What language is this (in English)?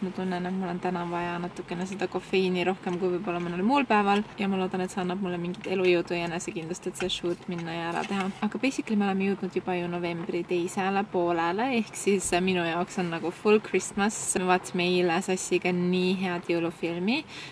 Estonian